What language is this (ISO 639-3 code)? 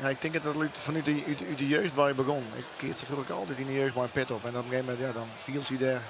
fry